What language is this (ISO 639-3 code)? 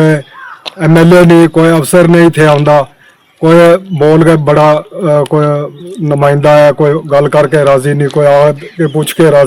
doi